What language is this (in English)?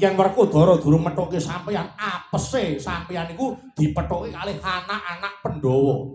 Javanese